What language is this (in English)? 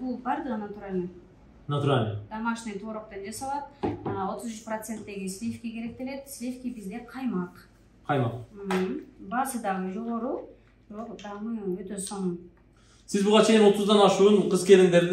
Kyrgyz